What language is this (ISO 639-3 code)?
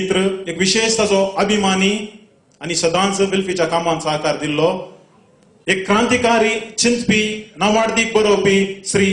kok